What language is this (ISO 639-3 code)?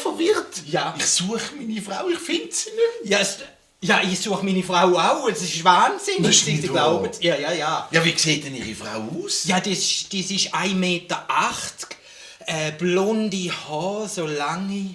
gsw